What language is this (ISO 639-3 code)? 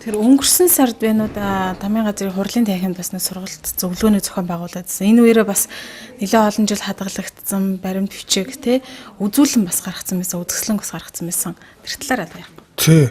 mon